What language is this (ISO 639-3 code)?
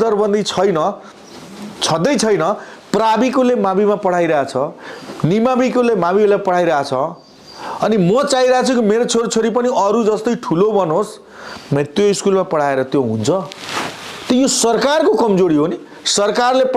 nep